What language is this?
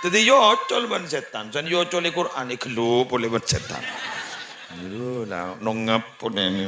Madurese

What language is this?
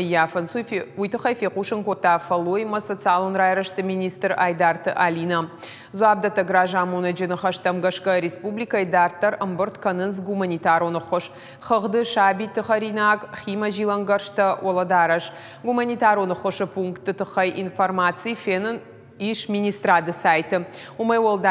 Ossetic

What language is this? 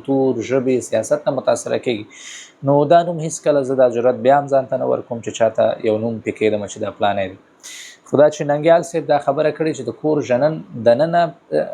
Pashto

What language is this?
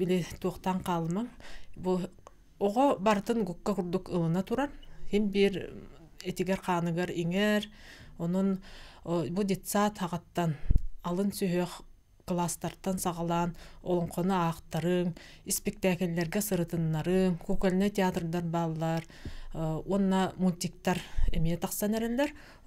Yakut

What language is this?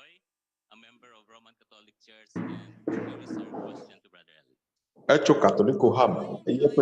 Ewe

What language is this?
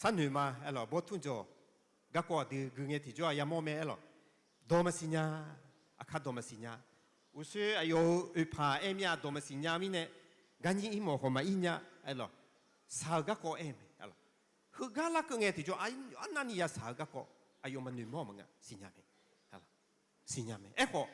Akha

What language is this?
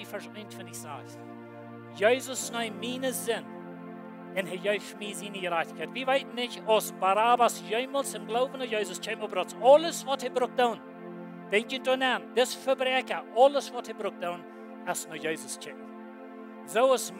Plautdietsch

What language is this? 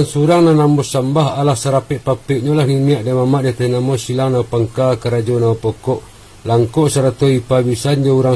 Minangkabau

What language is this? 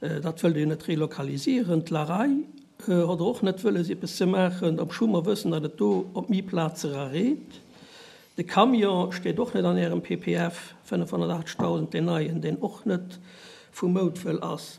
Luxembourgish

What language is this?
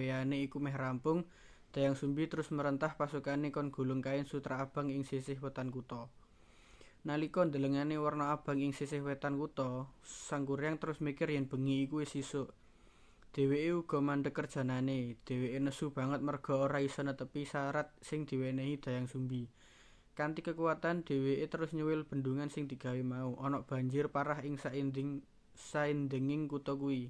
Javanese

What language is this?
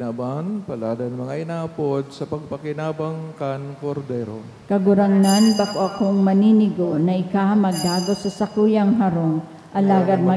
Bikol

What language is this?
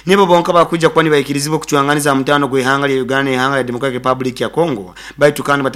Nyoro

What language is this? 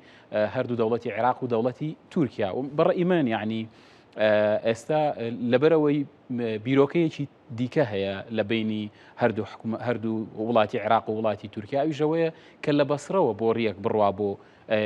Central Kurdish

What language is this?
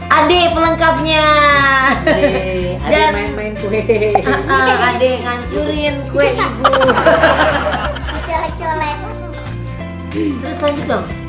Indonesian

